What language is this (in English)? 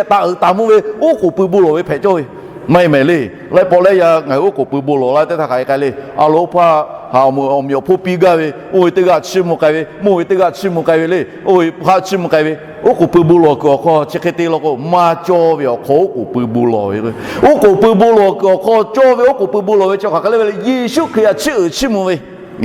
Lahu